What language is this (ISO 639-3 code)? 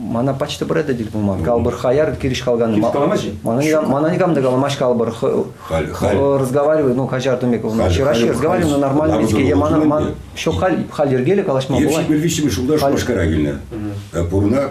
chv